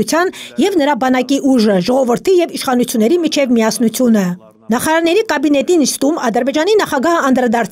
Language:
Armenian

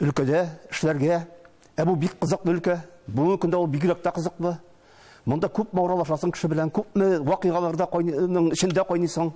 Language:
Tatar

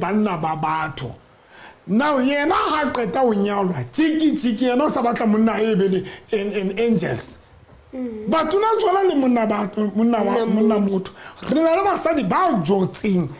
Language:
Southern Sotho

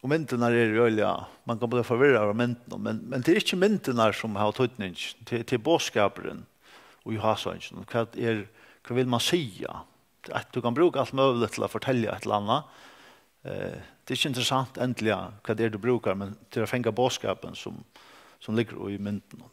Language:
Faroese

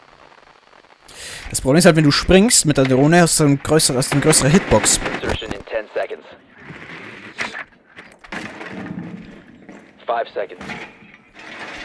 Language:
German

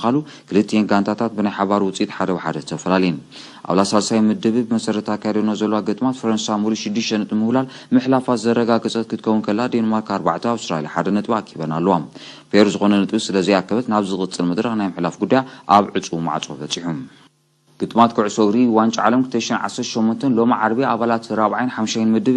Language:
Tigrinya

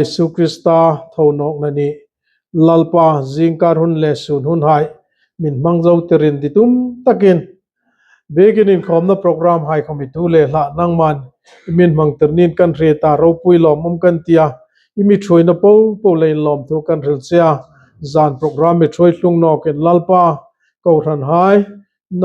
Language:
Hmar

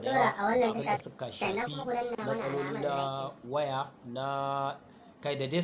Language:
Hausa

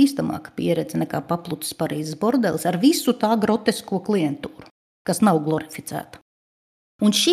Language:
Latvian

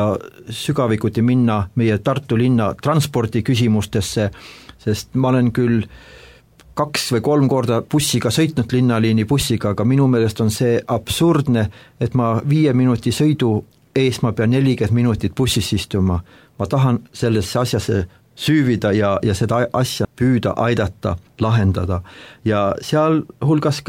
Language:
Estonian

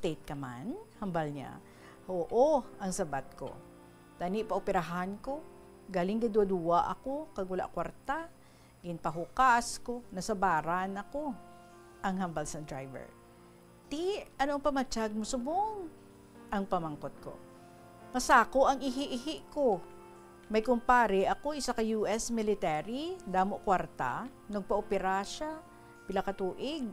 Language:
Hiligaynon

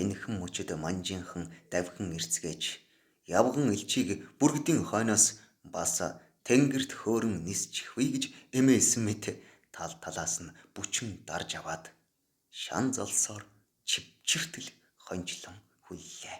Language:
Mongolian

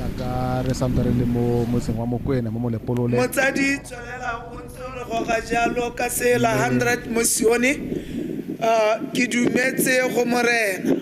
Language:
Tswana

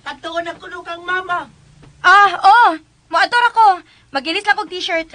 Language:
Cebuano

